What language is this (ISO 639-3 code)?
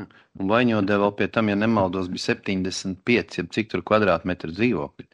lav